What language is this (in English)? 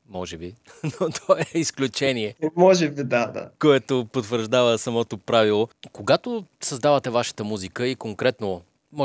Bulgarian